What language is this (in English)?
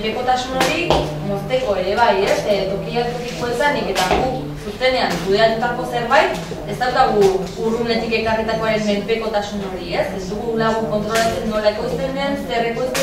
Basque